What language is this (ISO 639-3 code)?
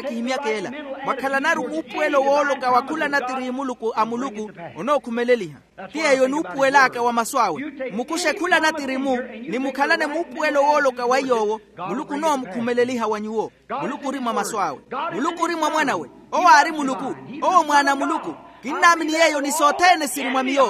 vmw